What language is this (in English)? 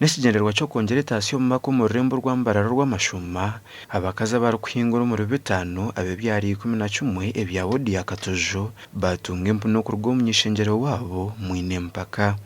Nyankole